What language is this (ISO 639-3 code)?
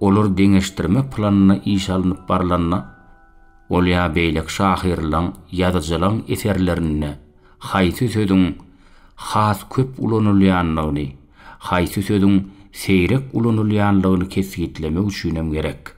tuk